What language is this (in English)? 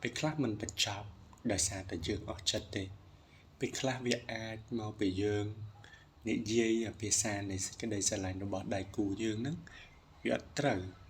Khmer